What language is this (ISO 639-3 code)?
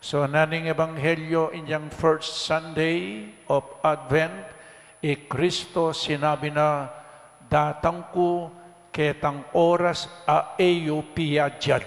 pam